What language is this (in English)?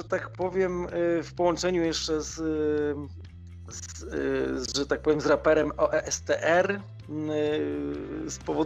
Polish